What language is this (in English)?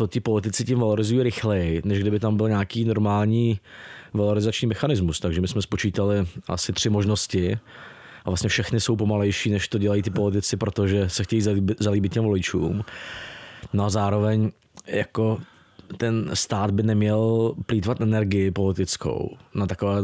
Czech